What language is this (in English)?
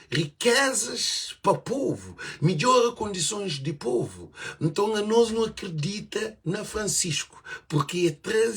Kabuverdianu